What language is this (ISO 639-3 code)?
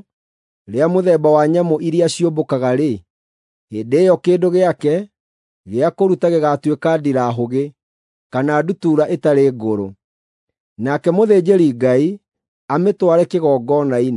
kik